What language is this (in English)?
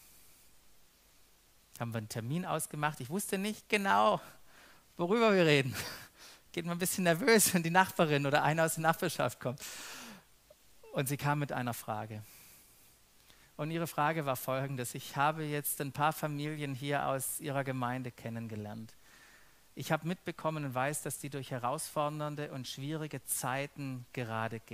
German